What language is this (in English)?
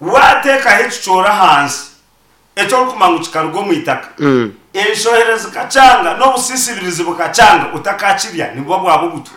Nyankole